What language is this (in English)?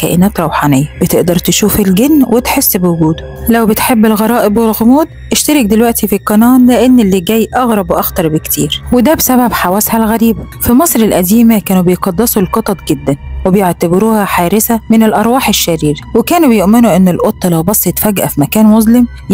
Egyptian Arabic